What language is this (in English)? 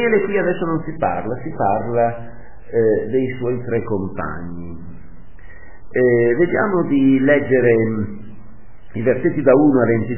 Italian